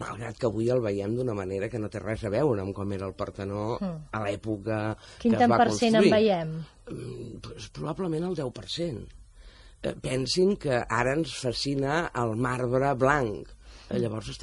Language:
Catalan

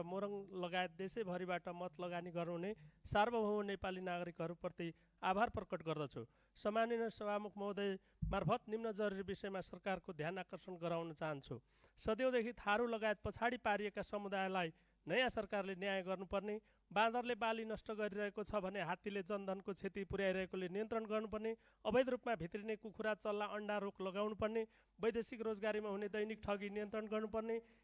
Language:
Nepali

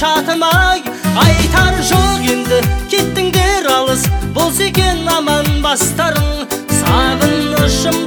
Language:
Kazakh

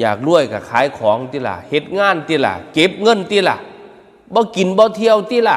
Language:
Northeastern Thai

